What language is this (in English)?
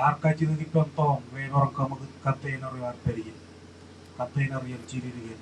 Marshallese